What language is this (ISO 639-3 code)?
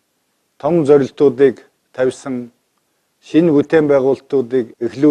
mon